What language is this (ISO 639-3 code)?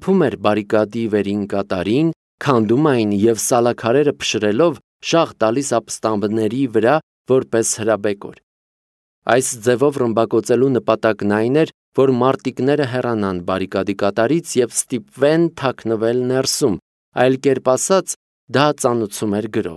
hye